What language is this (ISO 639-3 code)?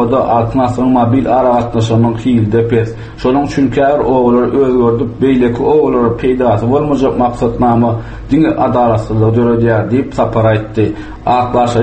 tuk